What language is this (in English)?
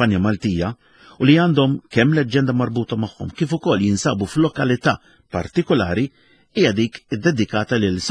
Maltese